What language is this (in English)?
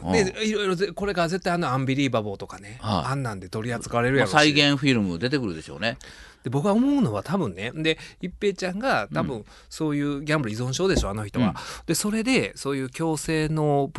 Japanese